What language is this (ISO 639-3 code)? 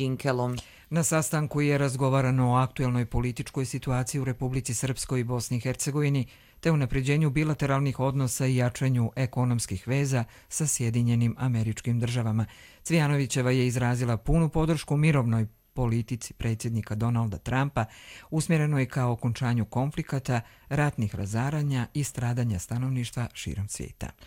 hrv